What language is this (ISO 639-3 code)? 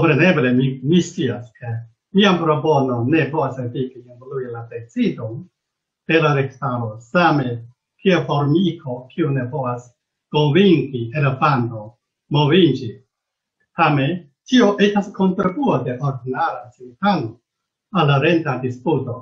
epo